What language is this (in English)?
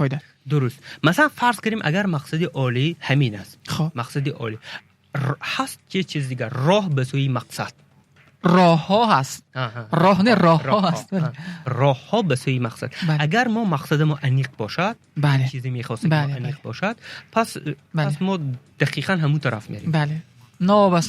Tajik